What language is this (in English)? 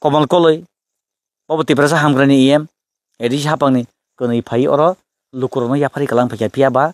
Kok Borok